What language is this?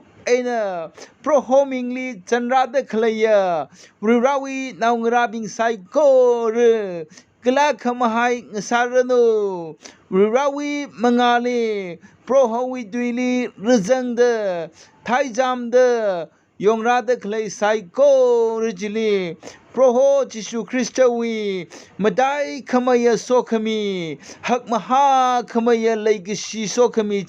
Tangkhul Naga (India)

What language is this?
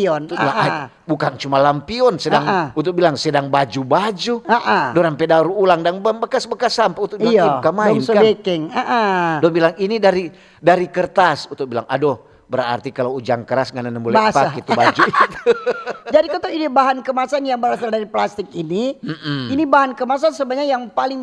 Manado Malay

